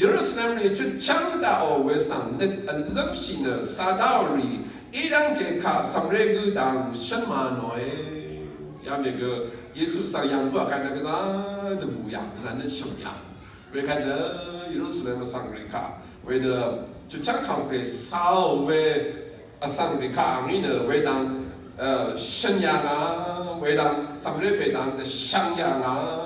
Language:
Rawang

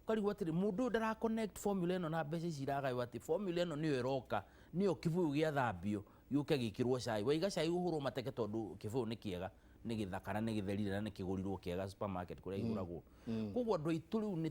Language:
Kikuyu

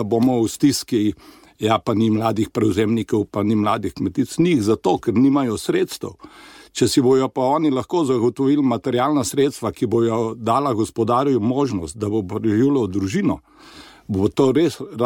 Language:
Slovenian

